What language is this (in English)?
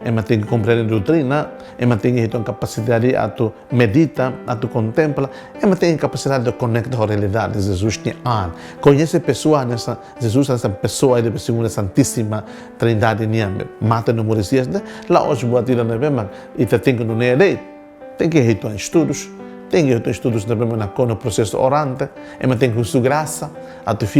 Tetum